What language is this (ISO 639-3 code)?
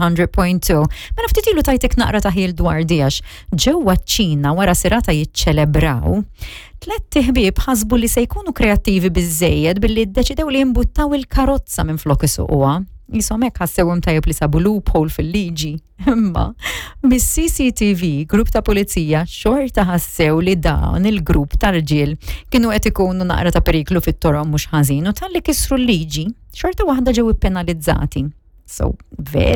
mlt